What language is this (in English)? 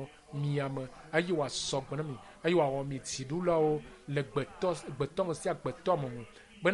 Ewe